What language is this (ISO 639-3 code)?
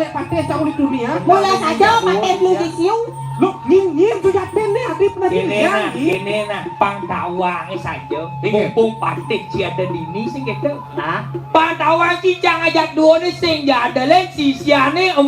ban